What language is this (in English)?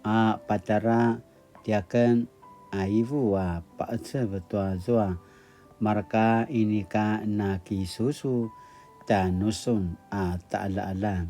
Paiwan